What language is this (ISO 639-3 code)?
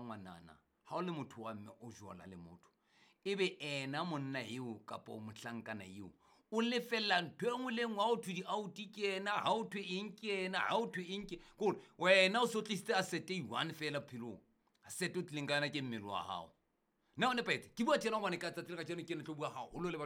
sot